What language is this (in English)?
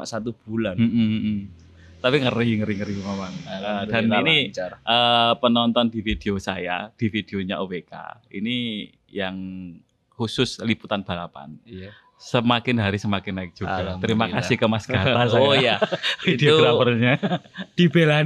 Indonesian